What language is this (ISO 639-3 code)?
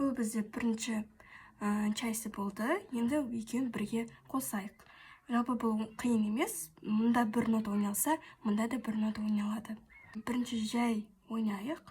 kaz